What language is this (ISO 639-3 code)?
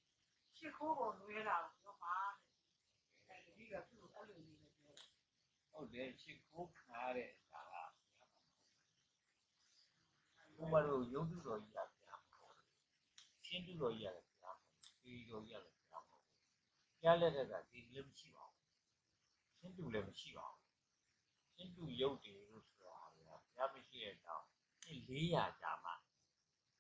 mya